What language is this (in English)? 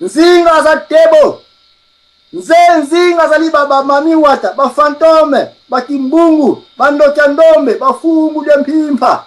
Lingala